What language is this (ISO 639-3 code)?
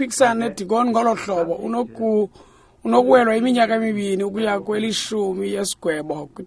xho